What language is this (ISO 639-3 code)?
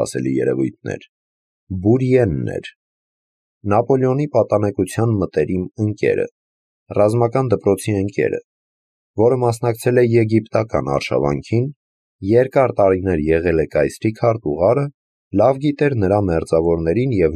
hye